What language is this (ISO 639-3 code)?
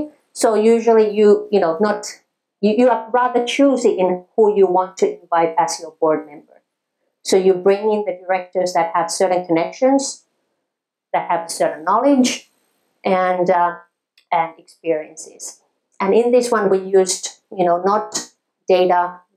eng